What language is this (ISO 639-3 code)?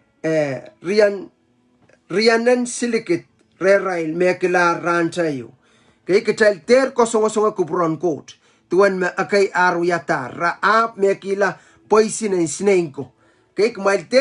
pon